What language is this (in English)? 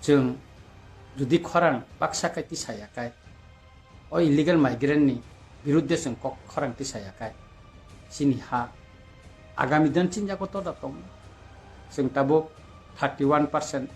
Kok Borok